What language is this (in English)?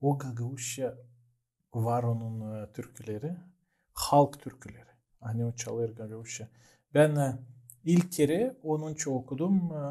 Gagauz